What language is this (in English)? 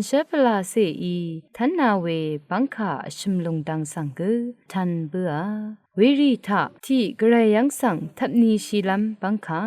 Rawang